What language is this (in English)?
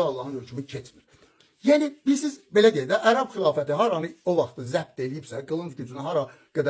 Azerbaijani